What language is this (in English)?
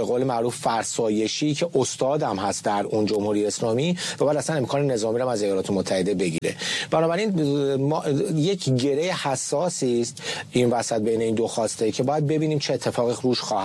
Persian